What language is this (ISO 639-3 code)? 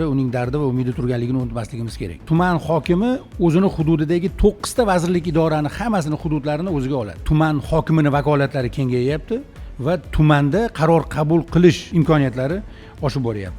uzb